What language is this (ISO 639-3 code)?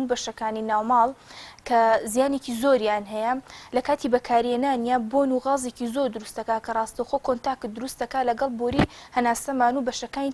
ckb